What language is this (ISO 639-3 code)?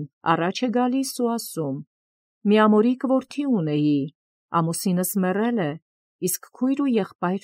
hye